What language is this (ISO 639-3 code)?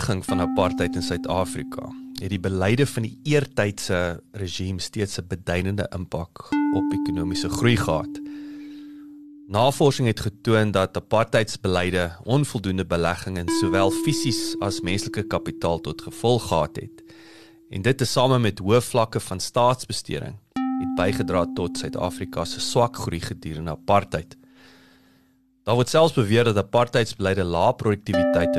afr